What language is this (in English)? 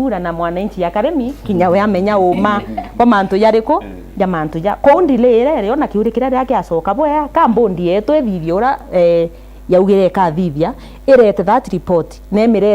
Meru